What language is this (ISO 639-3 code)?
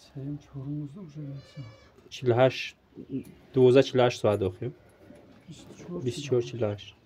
tgk